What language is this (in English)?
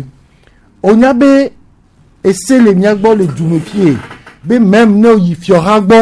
Gen